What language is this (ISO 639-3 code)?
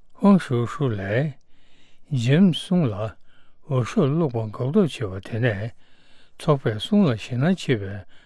bod